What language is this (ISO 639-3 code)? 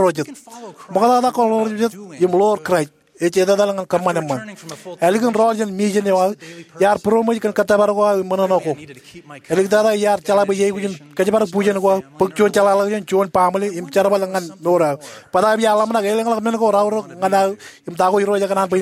mah